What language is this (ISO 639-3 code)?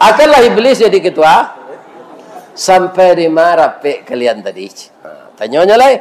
min